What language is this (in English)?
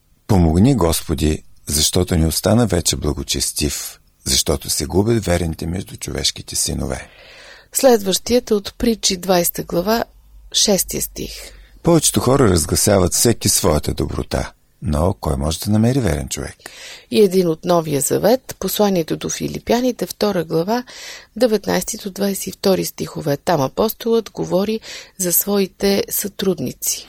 Bulgarian